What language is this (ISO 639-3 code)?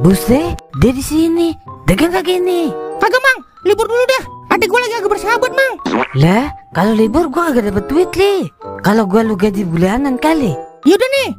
bew